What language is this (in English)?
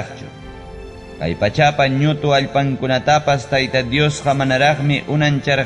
Ayacucho Quechua